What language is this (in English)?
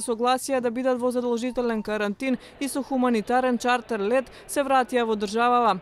Macedonian